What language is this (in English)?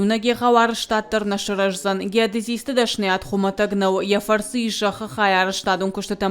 Ossetic